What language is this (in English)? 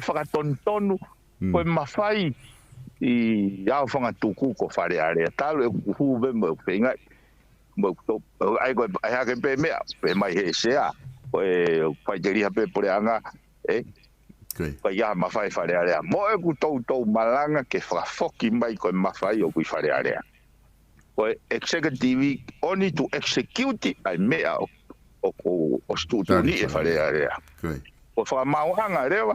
Tongan